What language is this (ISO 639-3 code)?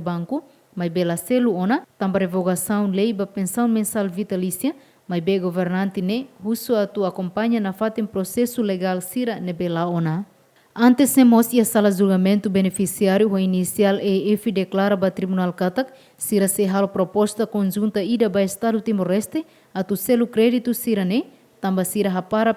tet